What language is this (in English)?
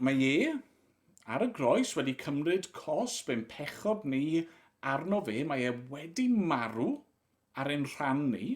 Welsh